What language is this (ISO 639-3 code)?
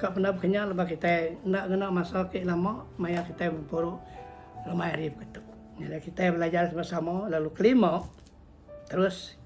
iba